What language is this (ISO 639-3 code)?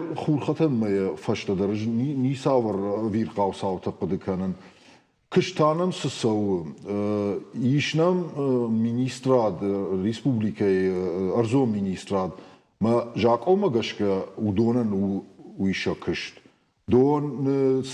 oss